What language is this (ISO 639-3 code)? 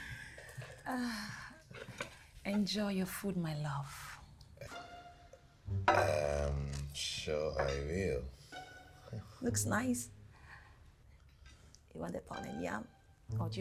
eng